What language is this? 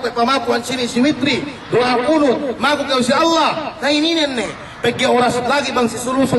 Yakan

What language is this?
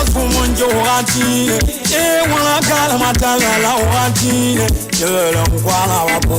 Southern Sotho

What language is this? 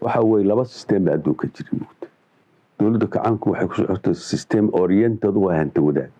Somali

